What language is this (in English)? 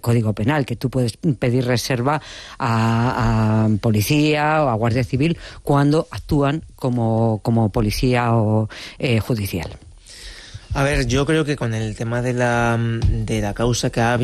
Spanish